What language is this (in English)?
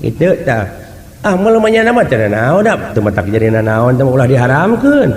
Sundanese